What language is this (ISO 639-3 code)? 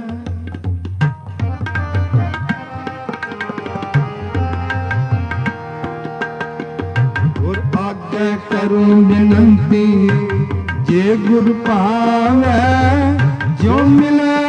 pan